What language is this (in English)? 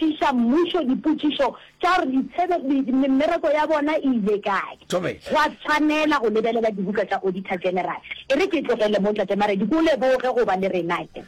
Northern Sotho